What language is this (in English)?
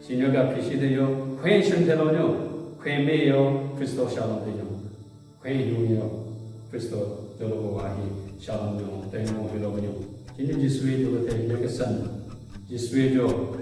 Southern Rengma Naga